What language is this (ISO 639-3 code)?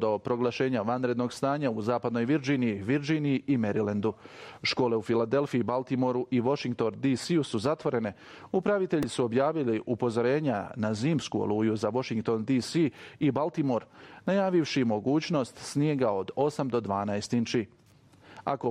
bos